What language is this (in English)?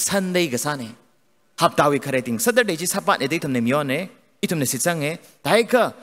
Tangkhul Naga (India)